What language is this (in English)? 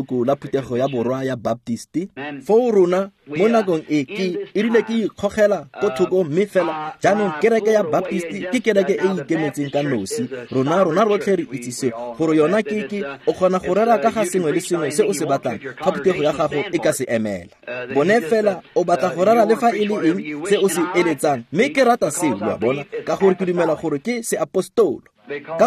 Tswana